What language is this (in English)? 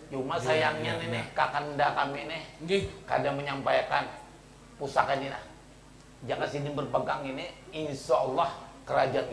Banjar